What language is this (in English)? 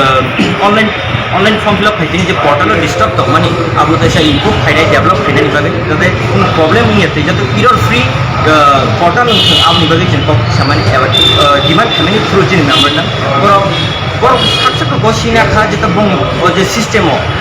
Kok Borok